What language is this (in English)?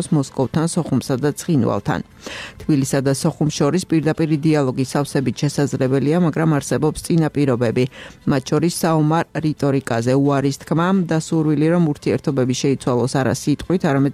Georgian